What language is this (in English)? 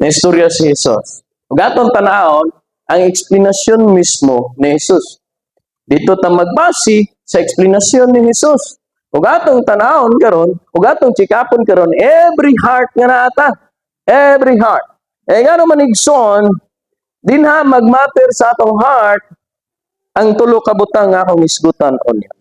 Cebuano